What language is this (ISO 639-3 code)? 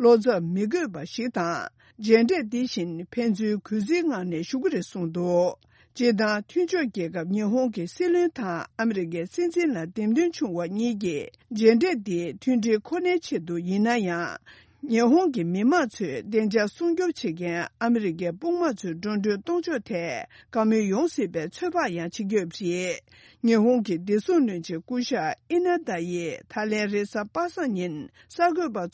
bod